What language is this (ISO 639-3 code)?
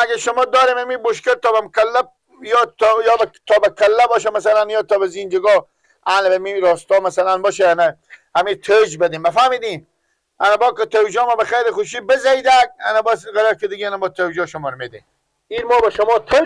fas